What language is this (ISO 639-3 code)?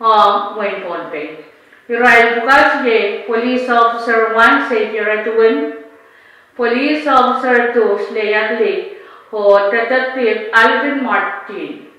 pon